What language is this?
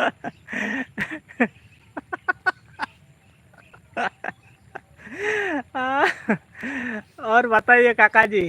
Santali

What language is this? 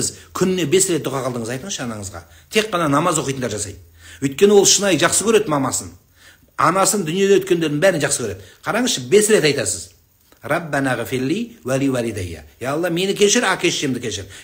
Kazakh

